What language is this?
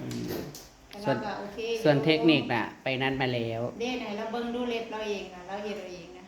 Northeastern Thai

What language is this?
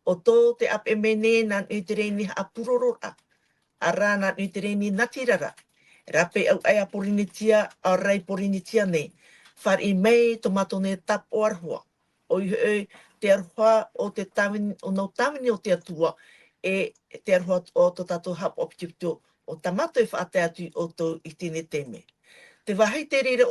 Tahitian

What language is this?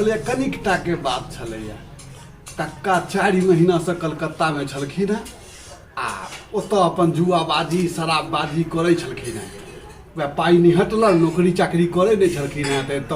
Maithili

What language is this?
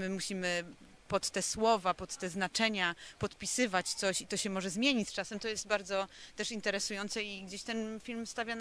Polish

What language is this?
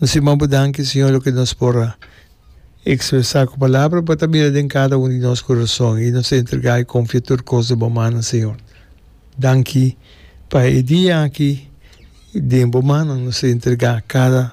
Papiamento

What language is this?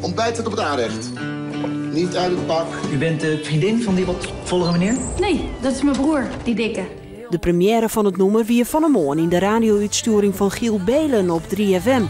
Western Frisian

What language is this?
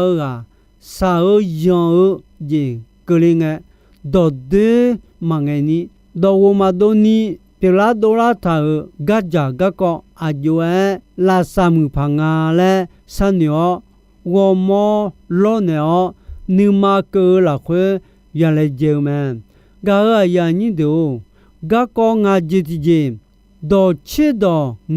Akha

